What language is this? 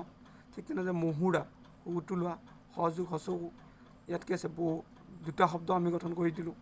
Assamese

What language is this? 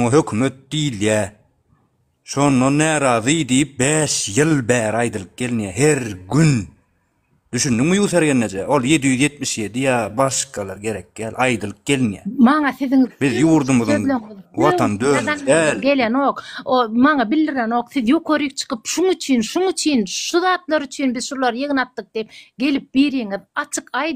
Turkmen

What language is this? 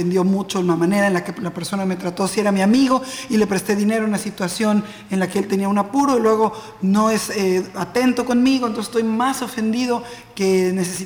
Spanish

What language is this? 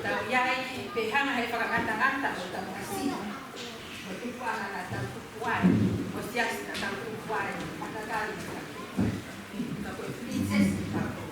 Tongan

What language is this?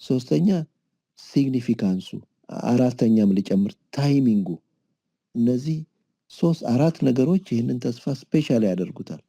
Amharic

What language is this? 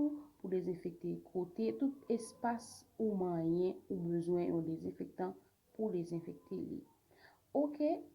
Haitian Creole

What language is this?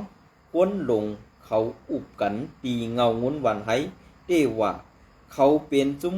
Shan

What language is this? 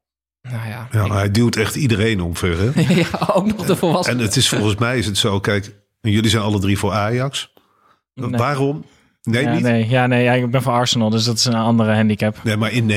Dutch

